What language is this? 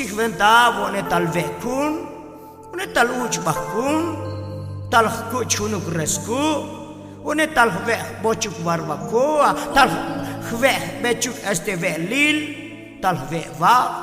Tzotzil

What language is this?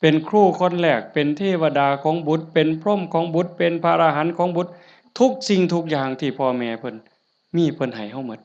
Northeastern Thai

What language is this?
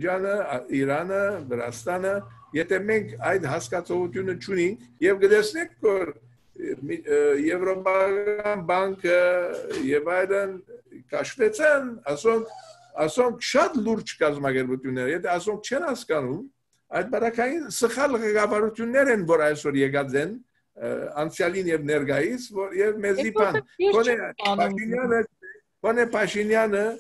Armenian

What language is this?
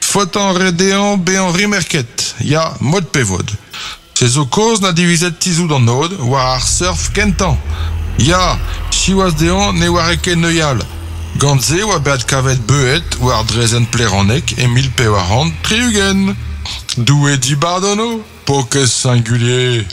Breton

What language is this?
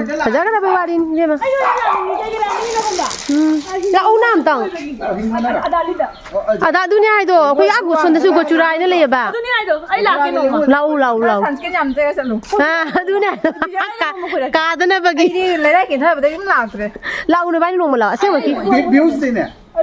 Manipuri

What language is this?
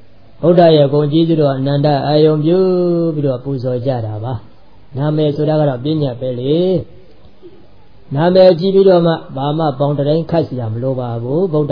Burmese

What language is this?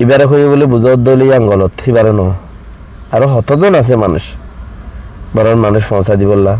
Rohingya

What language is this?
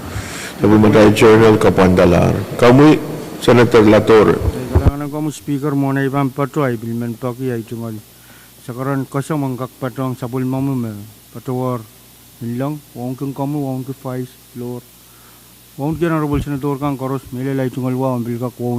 Pohnpeian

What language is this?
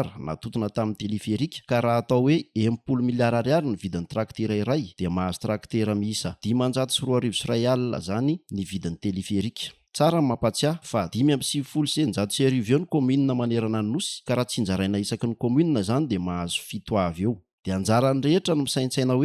Malagasy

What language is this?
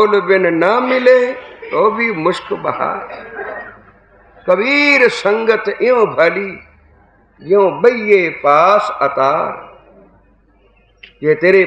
Punjabi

